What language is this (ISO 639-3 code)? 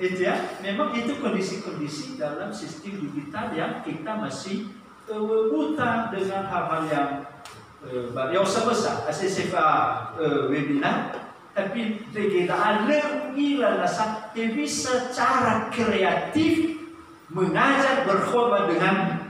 nia